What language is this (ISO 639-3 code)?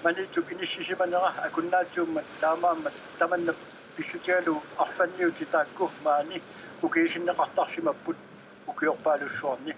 kal